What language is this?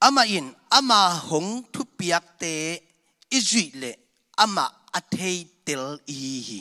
Tedim Chin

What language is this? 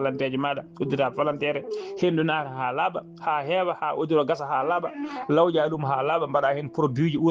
Fula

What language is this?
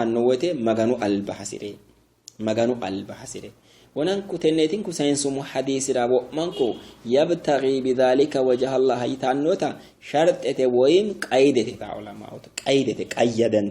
Sidamo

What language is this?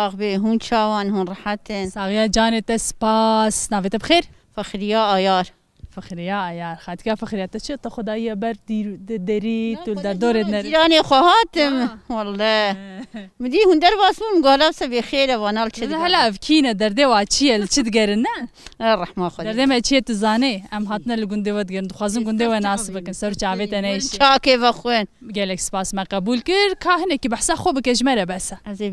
Kurdish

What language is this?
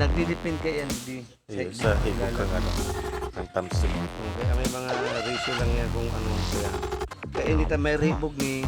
Bikol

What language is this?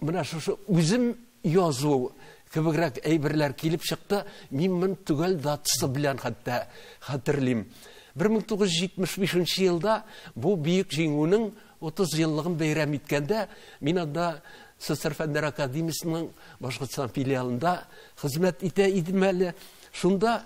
Tatar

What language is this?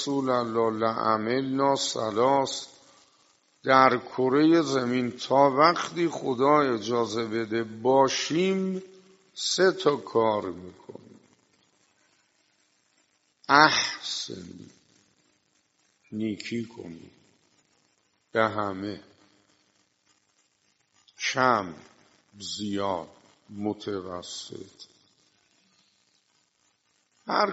Persian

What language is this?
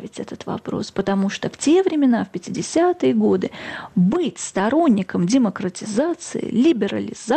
Russian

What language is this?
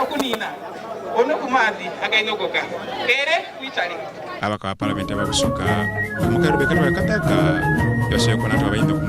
Soga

